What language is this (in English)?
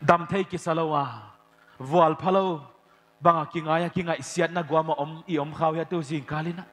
Paite Chin